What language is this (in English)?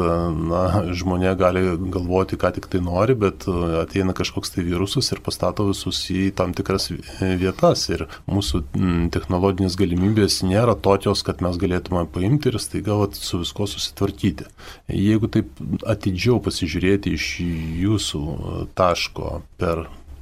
Lithuanian